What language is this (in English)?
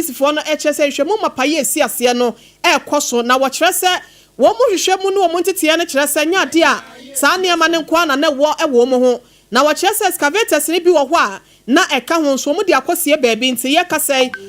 Akan